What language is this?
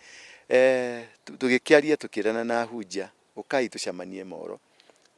Kikuyu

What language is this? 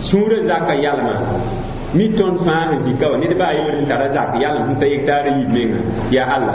Mossi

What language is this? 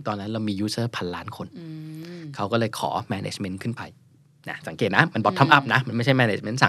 Thai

